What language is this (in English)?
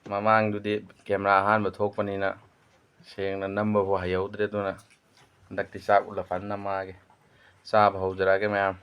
Manipuri